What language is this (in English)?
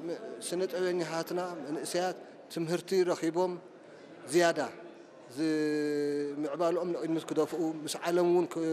Tigrinya